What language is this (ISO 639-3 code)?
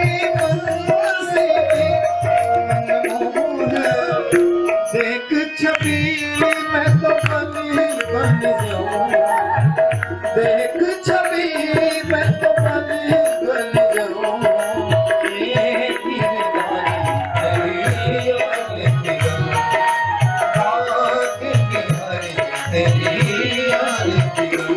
hin